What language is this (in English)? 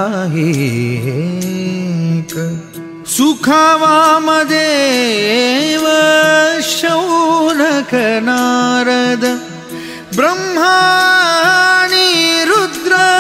Marathi